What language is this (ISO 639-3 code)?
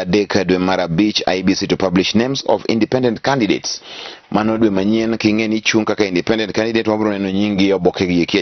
luo